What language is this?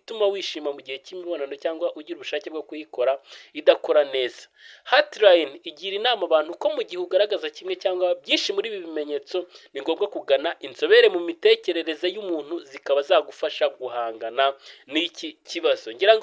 Kinyarwanda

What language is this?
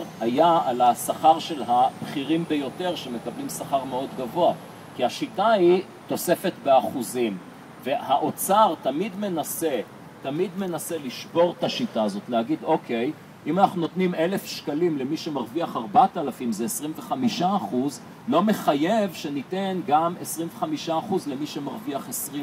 Hebrew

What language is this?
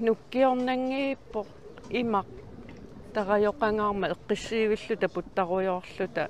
Kalaallisut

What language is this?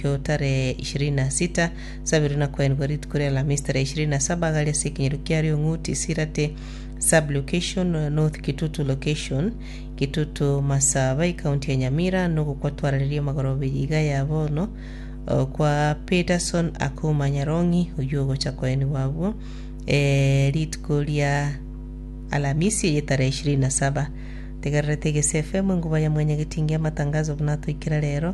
Gusii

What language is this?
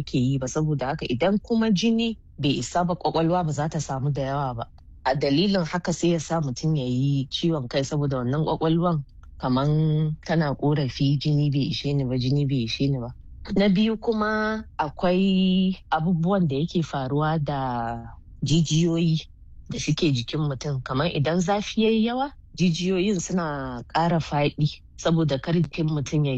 Hausa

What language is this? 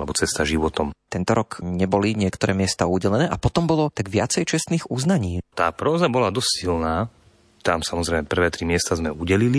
Slovak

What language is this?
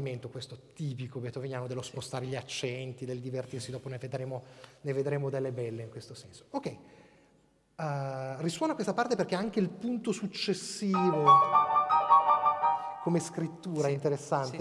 Italian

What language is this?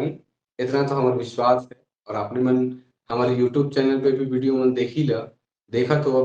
Sadri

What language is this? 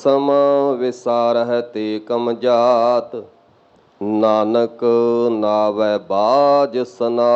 Punjabi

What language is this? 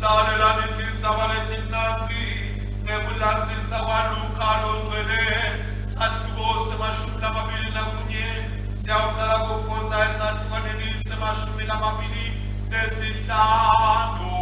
Swati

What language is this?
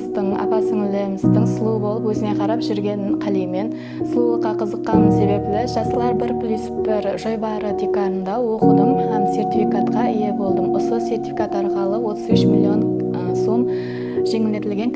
Kara-Kalpak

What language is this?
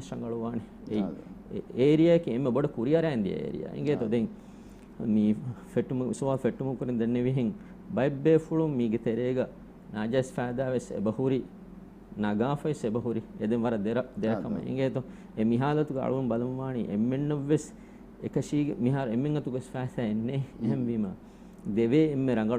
Divehi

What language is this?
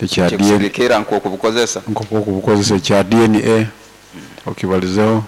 Nyoro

